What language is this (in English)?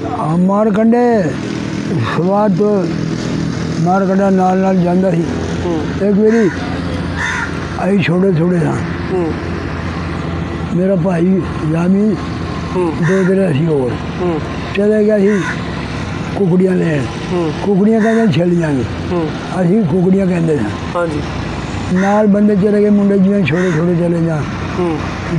Punjabi